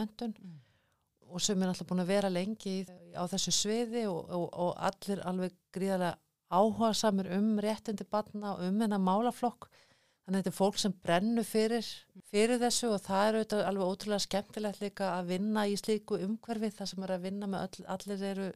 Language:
Icelandic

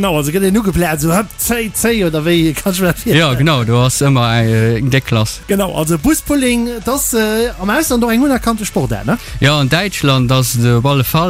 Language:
Luxembourgish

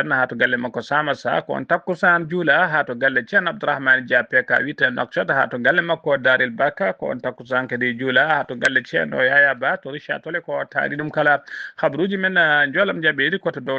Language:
Fula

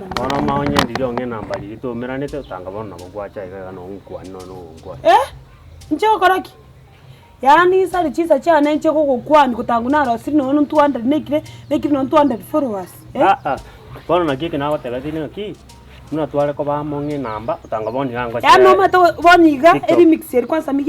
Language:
Gusii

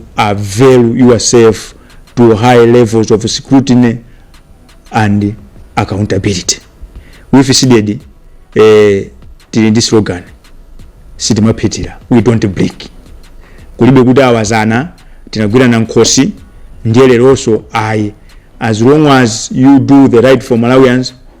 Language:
Nyanja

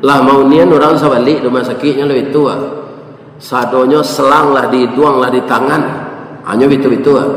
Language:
Minangkabau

